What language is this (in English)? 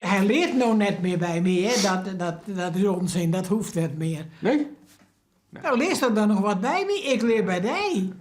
Western Frisian